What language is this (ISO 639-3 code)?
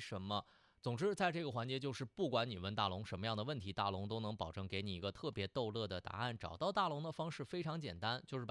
zho